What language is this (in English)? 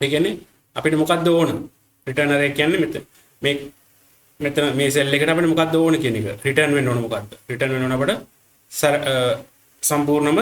Sinhala